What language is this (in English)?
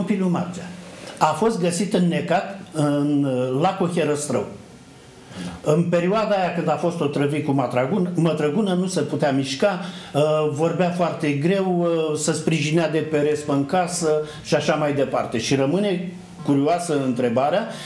Romanian